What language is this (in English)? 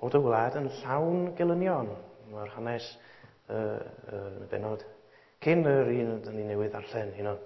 Welsh